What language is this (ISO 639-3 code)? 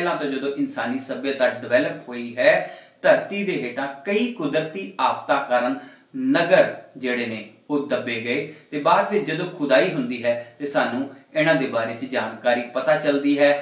pan